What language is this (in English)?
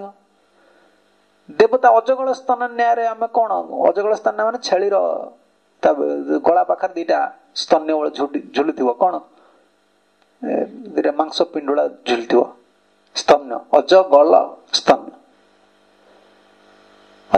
Odia